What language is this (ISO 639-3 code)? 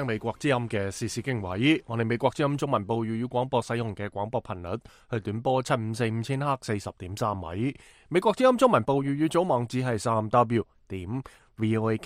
yue